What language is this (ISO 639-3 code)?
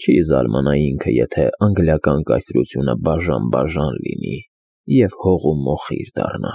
hye